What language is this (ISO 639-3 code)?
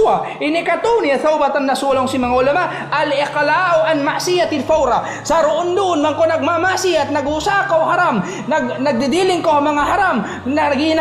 tsg